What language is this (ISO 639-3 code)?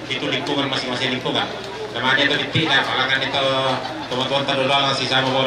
sda